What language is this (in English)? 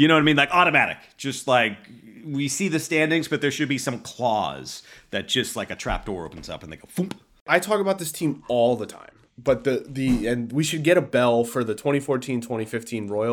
English